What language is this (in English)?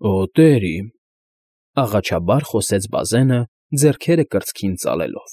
Armenian